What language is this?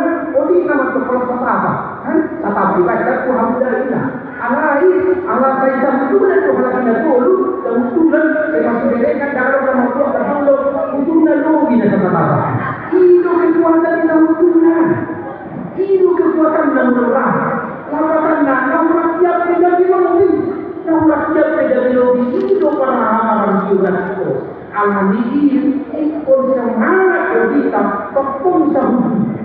Batak Toba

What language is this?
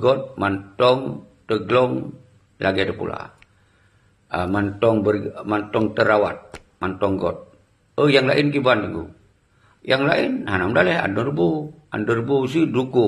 Achinese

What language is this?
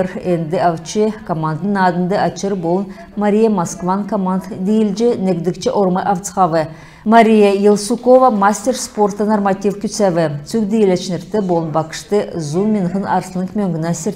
Kalmyk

